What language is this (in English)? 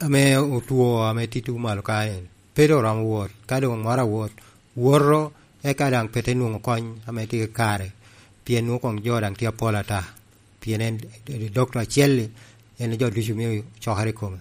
Lango (Uganda)